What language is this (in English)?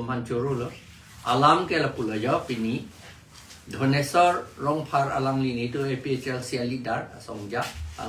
Karbi